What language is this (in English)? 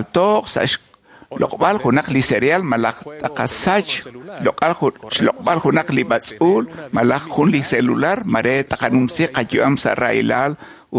Kekchí